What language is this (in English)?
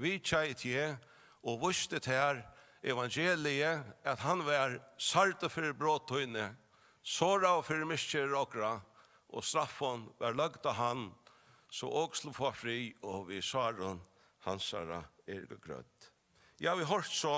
Faroese